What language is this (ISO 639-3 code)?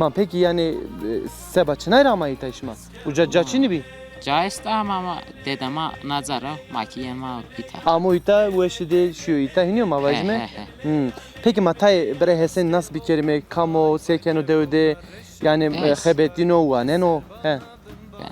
zza